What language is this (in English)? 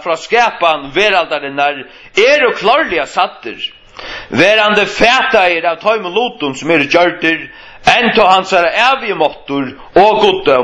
Faroese